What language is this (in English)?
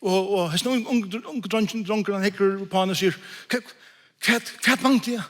Faroese